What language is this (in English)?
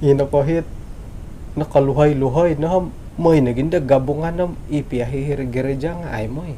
Central Dusun